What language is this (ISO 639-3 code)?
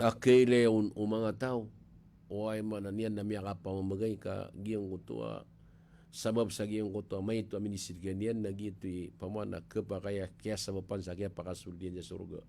mrw